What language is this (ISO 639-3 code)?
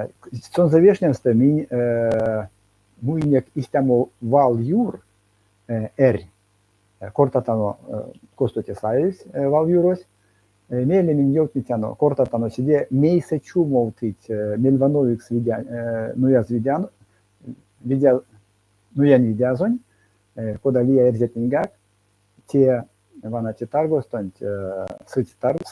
myv